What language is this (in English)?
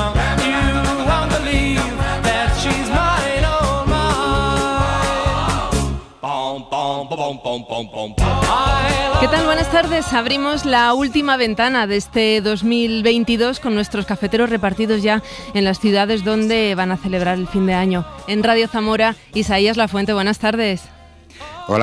Spanish